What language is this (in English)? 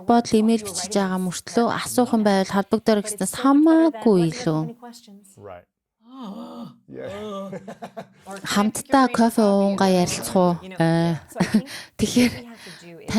Mongolian